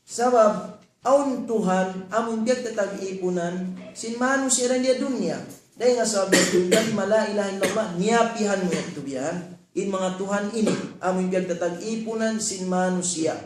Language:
Tausug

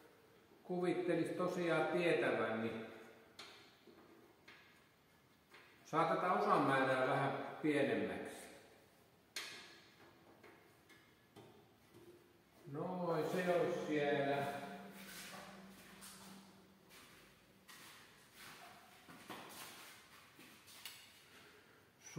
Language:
Finnish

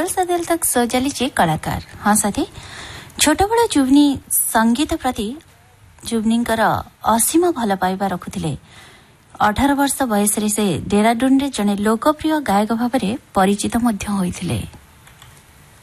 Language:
Odia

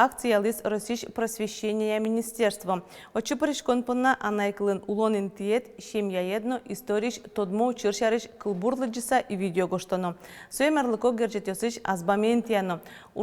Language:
Udmurt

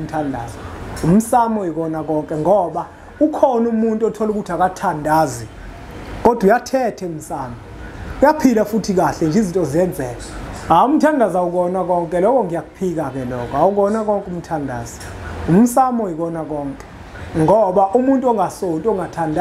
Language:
Zulu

